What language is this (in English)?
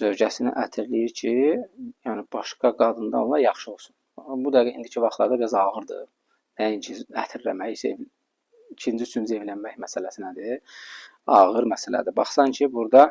Azerbaijani